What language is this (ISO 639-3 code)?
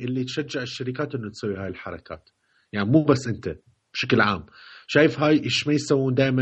acm